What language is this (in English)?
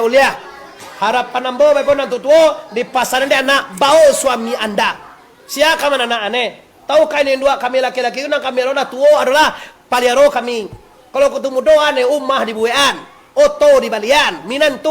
Minangkabau